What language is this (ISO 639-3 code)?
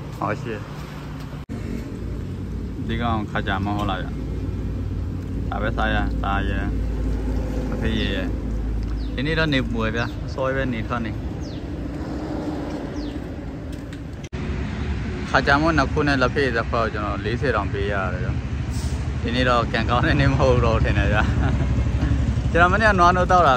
mya